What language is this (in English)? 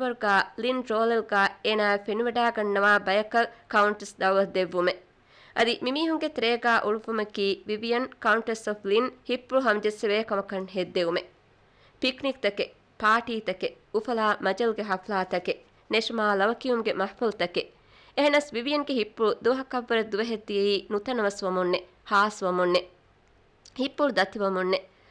Divehi